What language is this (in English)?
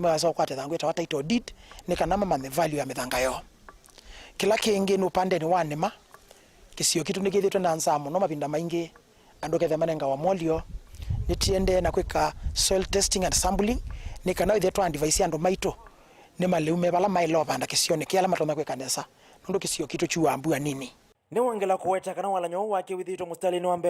Kamba